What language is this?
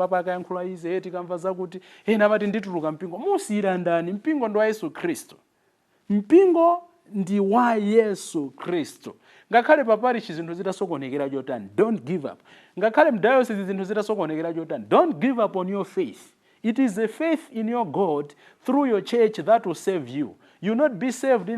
Nyanja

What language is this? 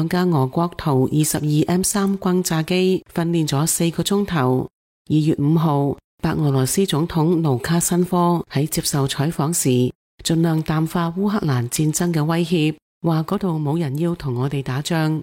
Cantonese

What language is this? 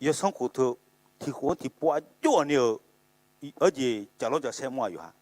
Akha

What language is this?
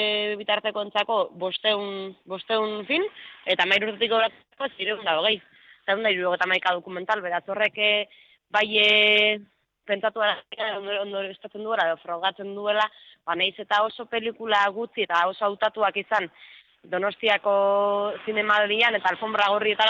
Basque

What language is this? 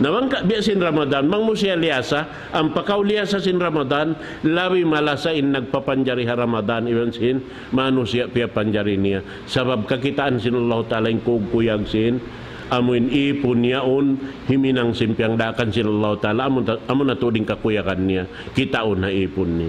Tausug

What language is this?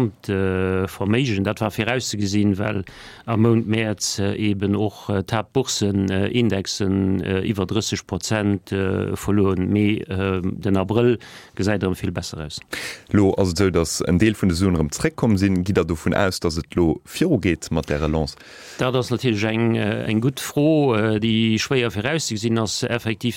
Luxembourgish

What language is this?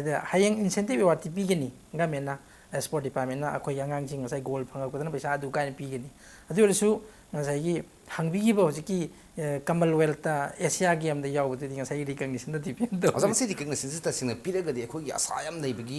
Manipuri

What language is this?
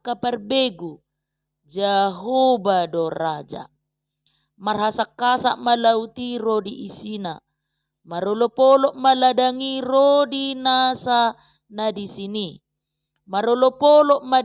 Batak Toba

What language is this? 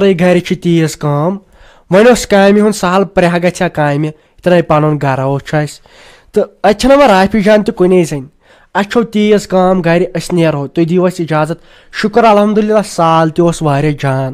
Kashmiri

